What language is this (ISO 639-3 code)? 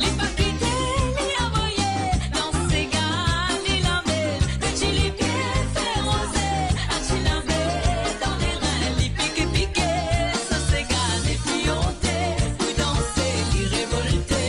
mfe